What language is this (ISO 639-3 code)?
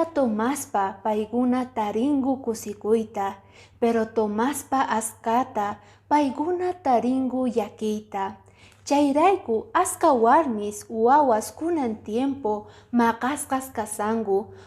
que